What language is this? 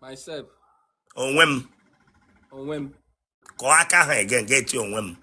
Igbo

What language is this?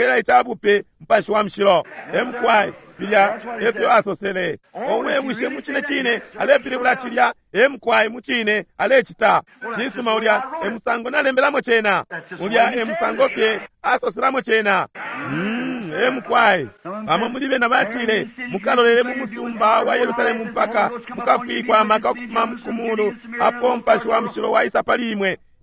Bemba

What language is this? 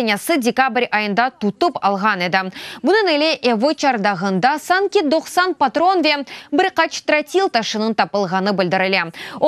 Crimean Tatar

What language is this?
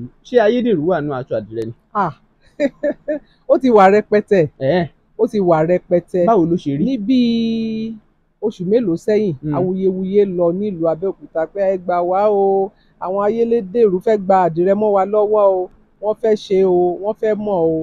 Yoruba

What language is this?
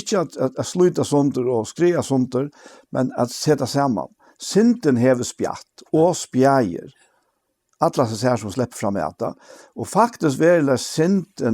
Faroese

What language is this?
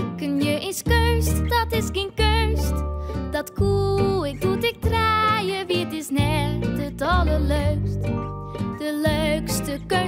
Western Frisian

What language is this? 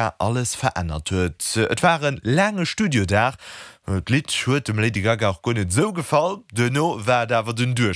Luxembourgish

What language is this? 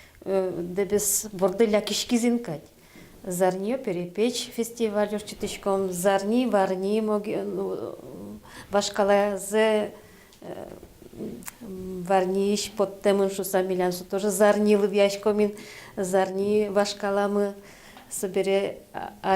Udmurt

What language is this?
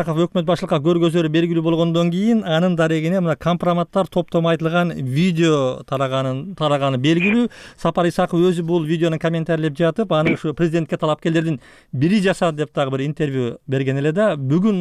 Kyrgyz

